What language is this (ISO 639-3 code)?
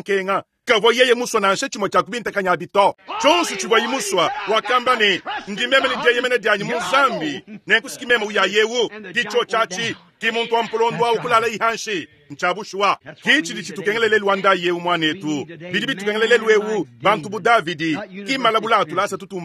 lua